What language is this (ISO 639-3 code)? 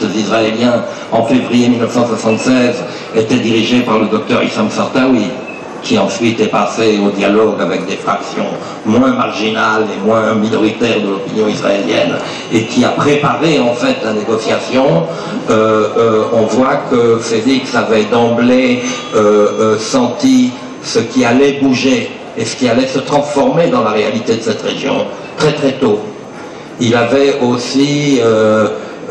fra